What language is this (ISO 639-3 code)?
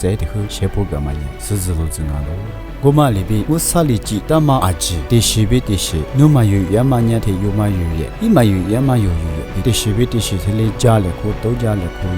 lis